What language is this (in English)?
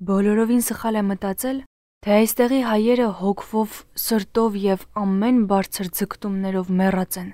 Armenian